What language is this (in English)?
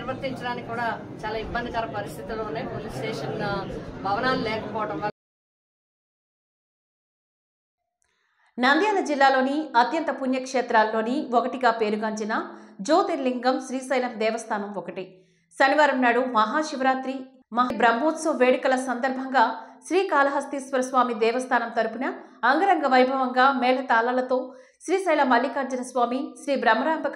Telugu